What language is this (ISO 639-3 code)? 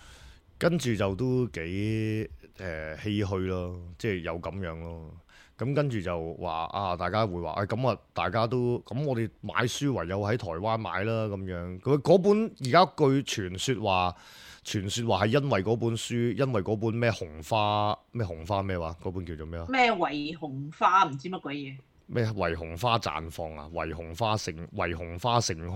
yue